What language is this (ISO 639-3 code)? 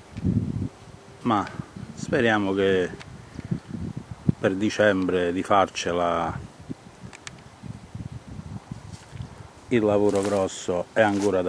ita